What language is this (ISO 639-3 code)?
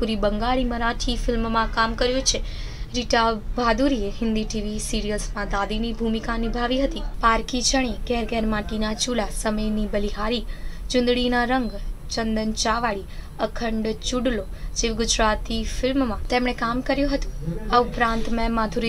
guj